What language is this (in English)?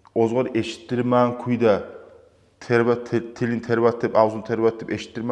Kumyk